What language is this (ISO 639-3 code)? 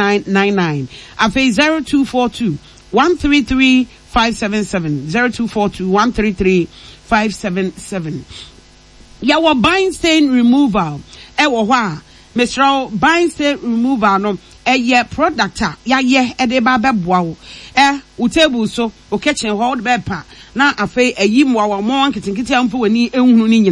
aka